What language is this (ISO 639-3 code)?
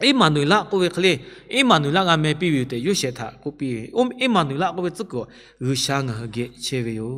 lhu